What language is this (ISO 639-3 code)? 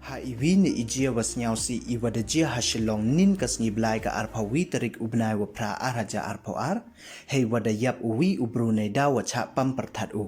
pbv